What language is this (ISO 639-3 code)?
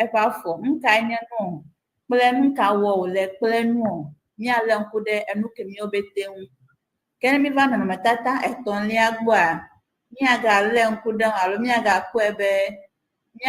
ewe